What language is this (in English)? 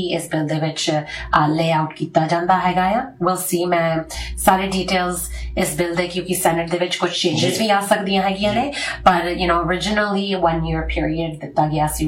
Punjabi